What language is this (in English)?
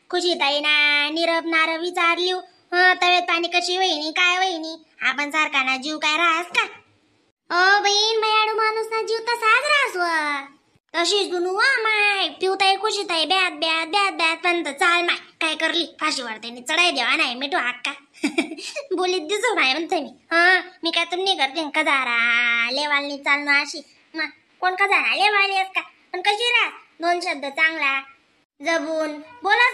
Khandesi